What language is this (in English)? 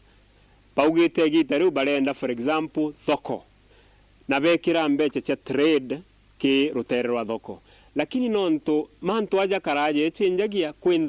Meru